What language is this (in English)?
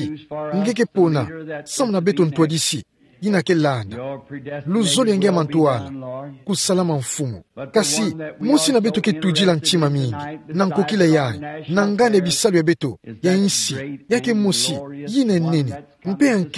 Kituba (Democratic Republic of Congo)